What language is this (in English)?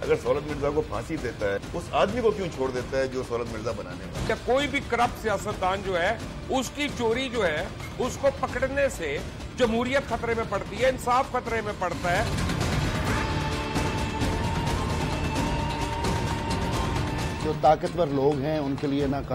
Urdu